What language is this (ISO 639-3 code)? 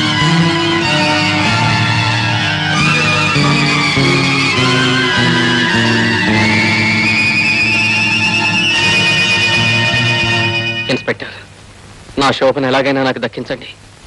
tel